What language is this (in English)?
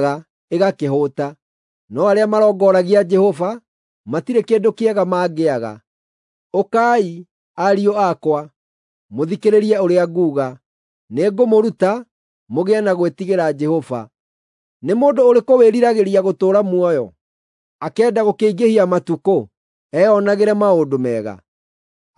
Kikuyu